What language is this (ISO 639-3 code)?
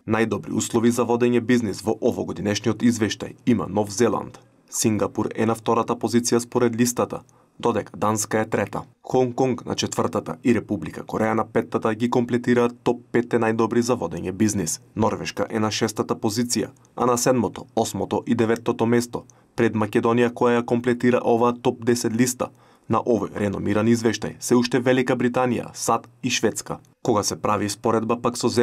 mkd